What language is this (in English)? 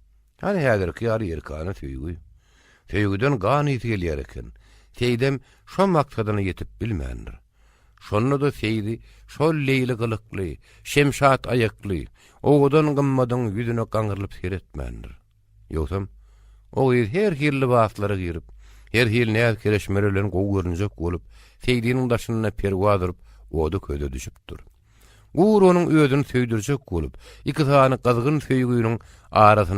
Turkmen